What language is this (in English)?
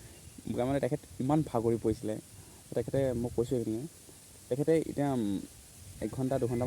Assamese